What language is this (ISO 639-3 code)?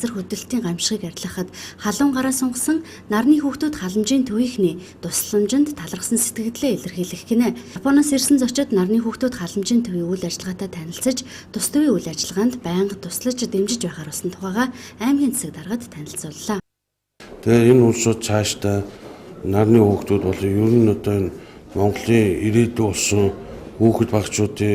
mon